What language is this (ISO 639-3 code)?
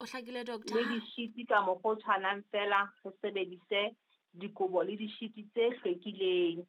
sot